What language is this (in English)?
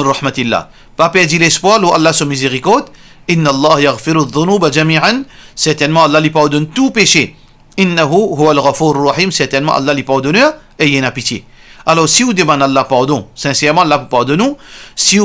Morisyen